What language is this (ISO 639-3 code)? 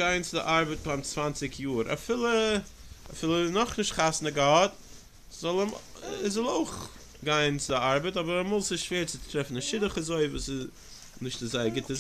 yid